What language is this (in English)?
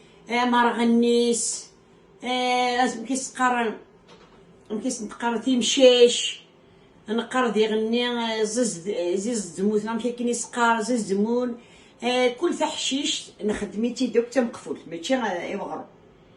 Kabyle